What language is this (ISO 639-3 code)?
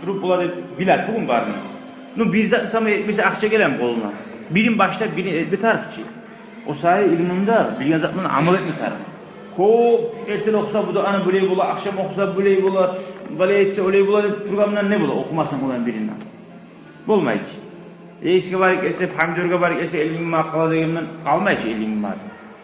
kum